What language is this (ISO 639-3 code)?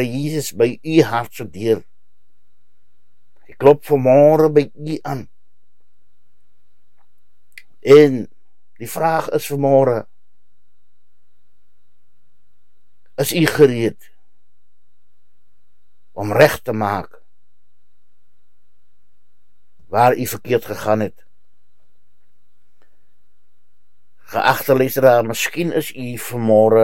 afr